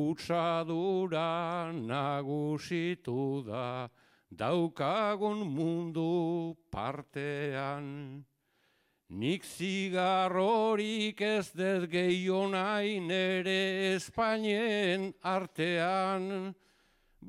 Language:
Basque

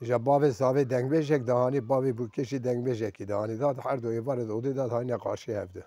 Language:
Kurdish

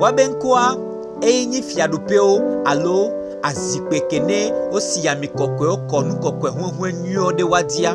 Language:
Gen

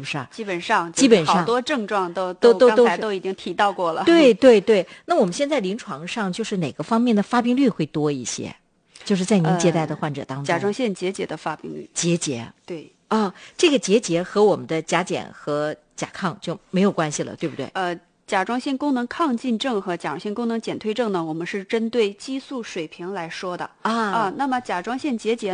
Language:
Chinese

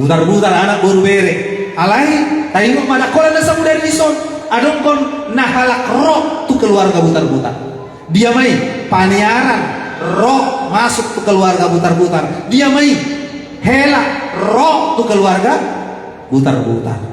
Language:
Batak Toba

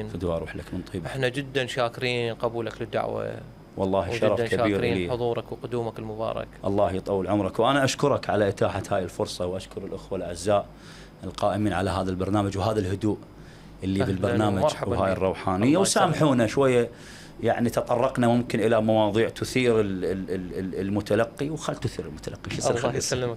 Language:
Mesopotamian Arabic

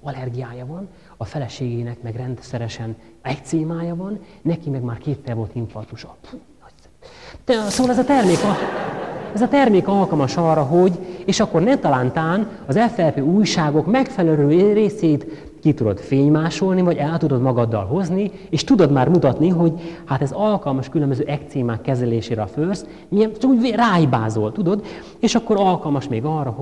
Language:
Hungarian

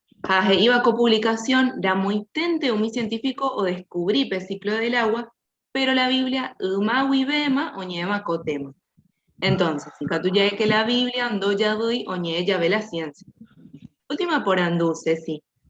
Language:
Guarani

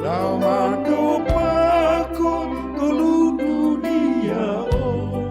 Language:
Batak Simalungun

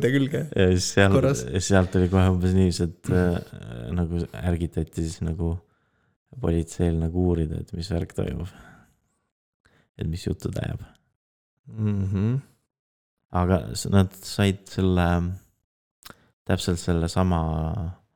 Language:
Estonian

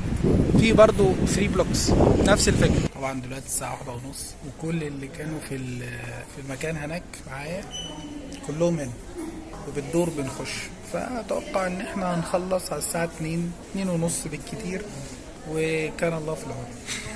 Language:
Egyptian Arabic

